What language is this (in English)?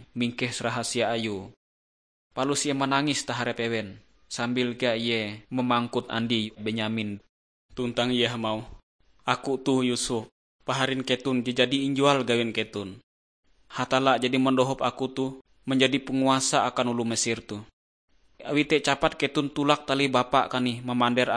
Ngaju